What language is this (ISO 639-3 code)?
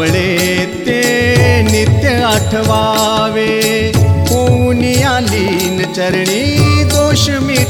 mar